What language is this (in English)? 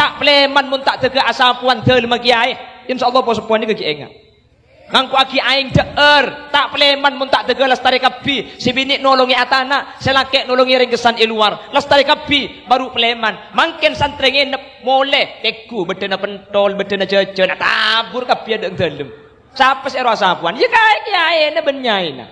Madurese